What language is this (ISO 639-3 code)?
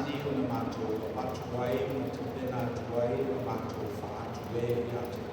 smo